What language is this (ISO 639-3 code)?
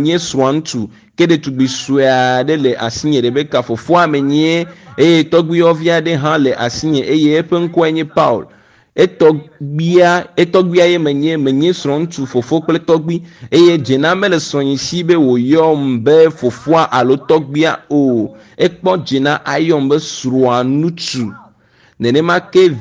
ewe